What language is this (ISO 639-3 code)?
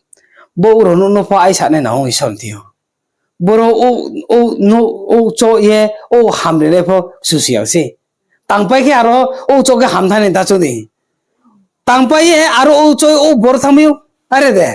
ria